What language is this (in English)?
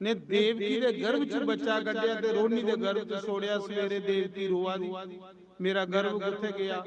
Dogri